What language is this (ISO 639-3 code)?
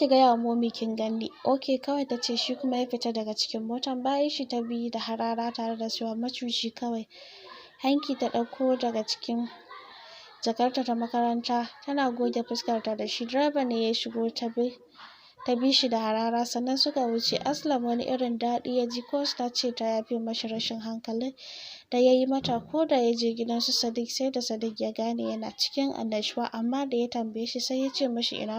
hau